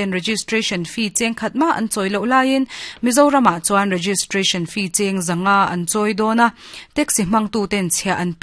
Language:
Mizo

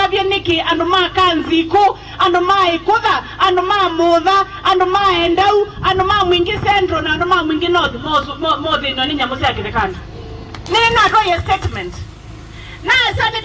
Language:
Kamba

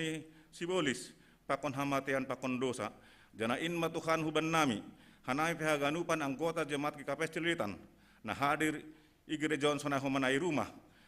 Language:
Batak Simalungun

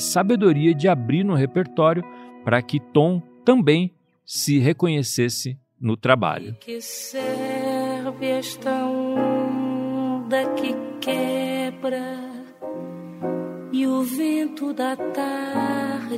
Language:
Portuguese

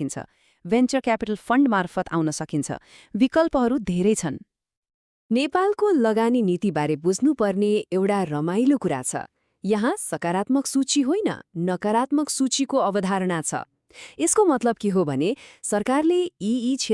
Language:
Nepali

